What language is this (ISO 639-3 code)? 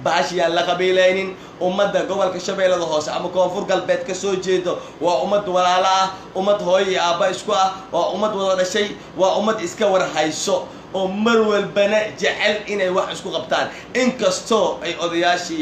som